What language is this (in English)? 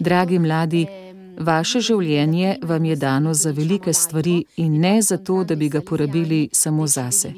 Slovenian